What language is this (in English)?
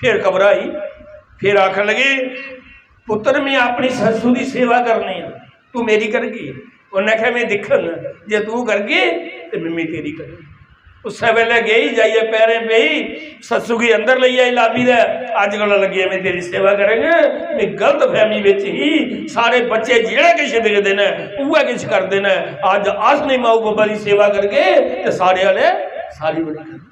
Dogri